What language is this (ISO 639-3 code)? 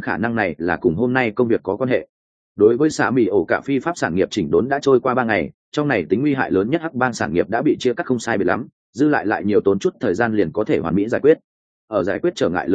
vie